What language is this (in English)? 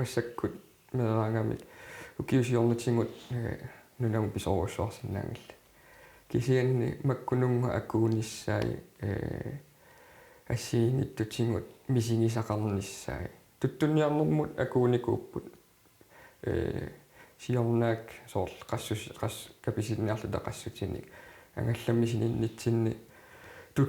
Kalaallisut